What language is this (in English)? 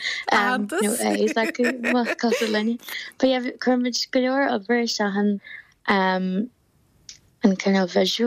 Irish